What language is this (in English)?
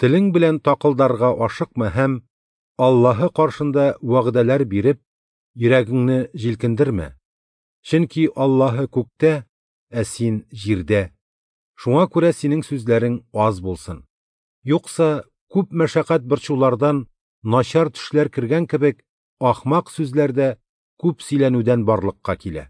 Tatar